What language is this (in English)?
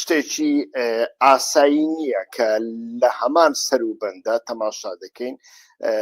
Central Kurdish